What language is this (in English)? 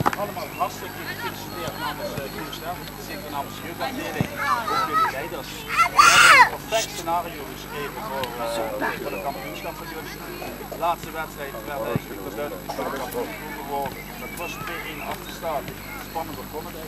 Dutch